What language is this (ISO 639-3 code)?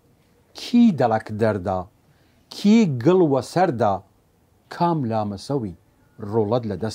sdh